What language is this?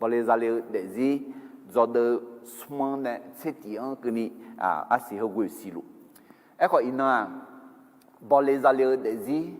Akha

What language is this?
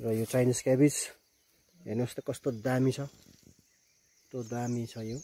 Nepali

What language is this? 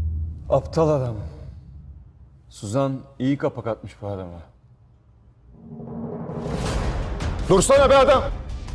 Turkish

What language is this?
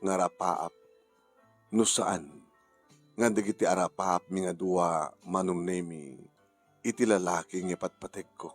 Iloko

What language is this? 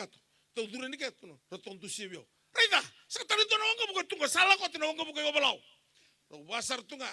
Fijian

